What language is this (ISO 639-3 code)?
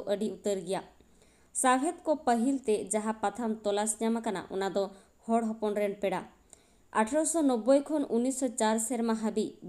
sat